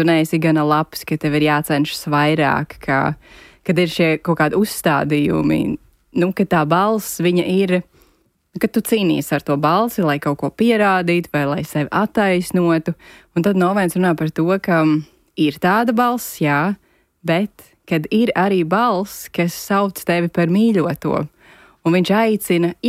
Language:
Latvian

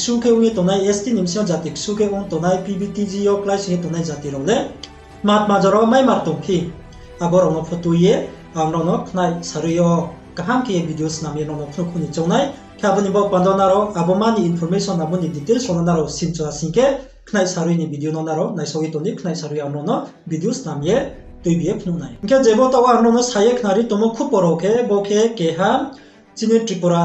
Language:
Riang (India)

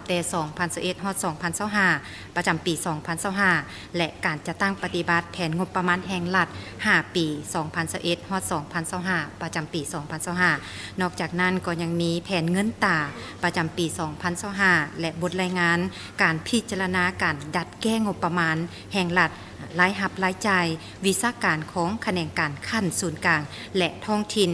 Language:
Lao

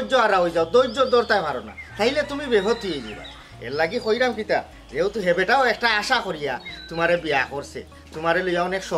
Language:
Sylheti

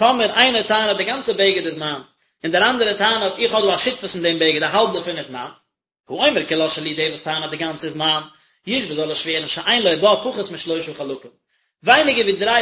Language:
Yiddish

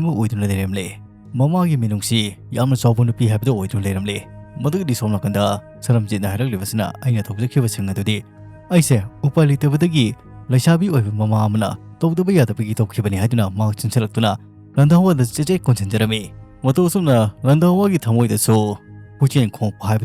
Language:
Manipuri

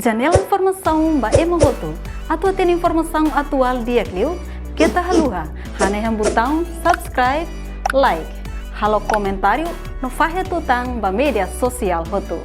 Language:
Tetum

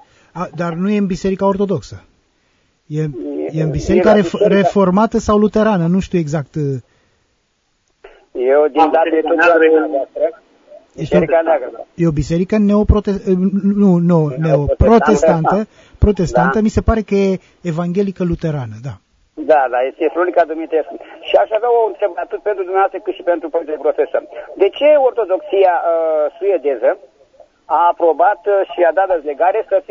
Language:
Romanian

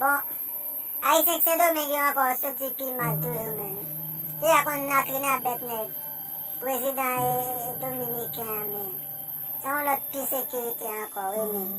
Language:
Haitian Creole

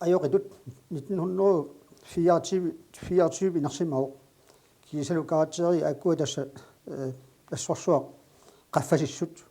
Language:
Kalaallisut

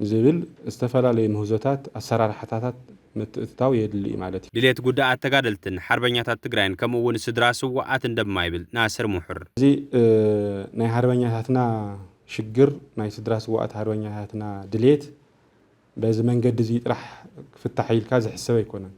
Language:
Tigrinya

